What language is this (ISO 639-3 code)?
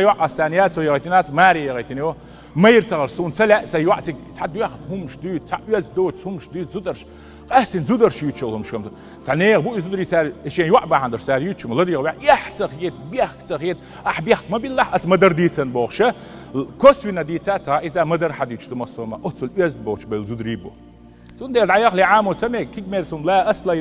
che